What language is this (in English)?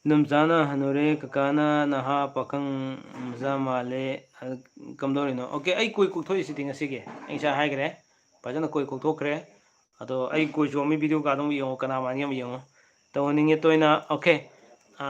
Manipuri